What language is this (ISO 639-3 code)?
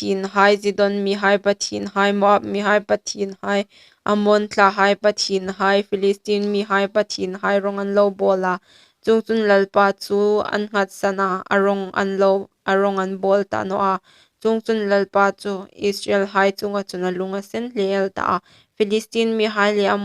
hmr